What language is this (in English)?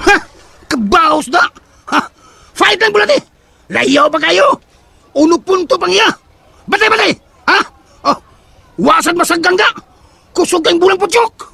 Cebuano